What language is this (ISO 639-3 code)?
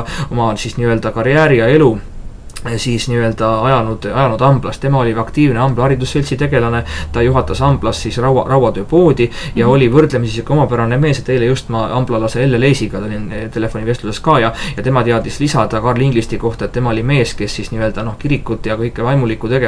est